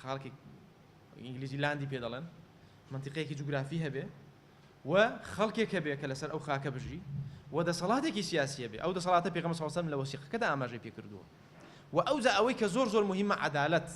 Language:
Central Kurdish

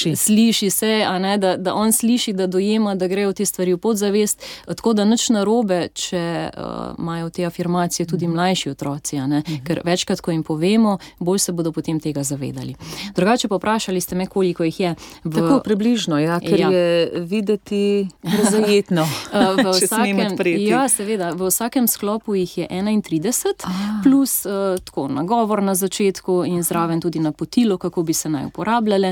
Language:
Slovenian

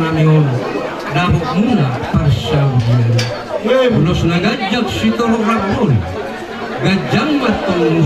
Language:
Batak Toba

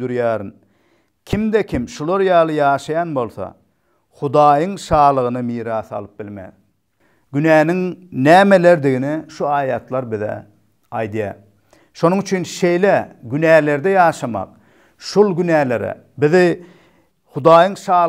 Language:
Turkmen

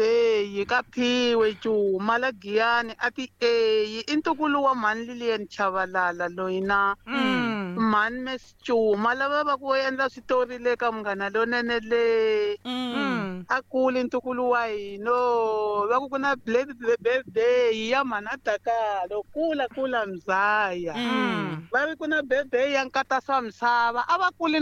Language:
Tsonga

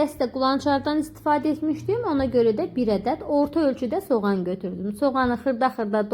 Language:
Azerbaijani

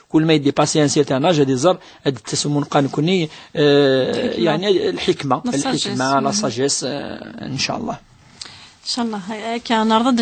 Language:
Kabyle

